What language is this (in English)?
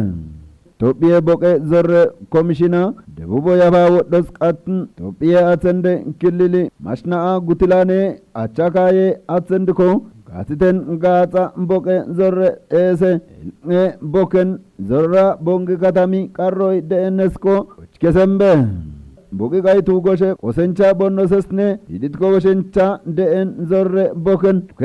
Kafa